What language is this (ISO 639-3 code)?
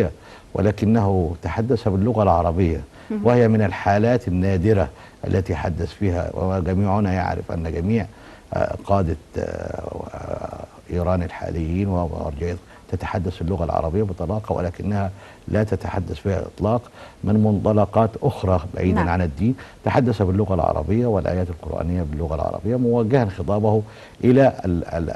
ara